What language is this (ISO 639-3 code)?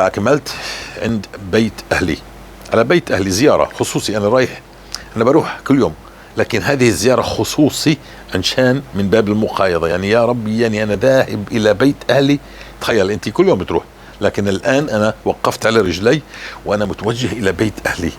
apc